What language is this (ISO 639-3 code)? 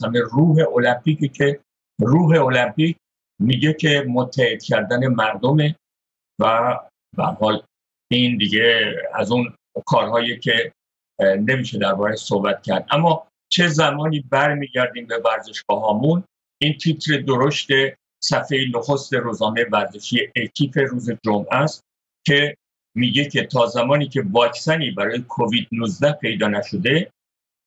fas